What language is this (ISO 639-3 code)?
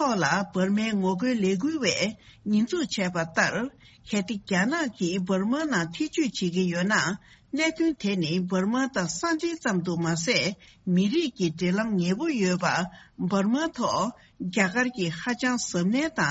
bod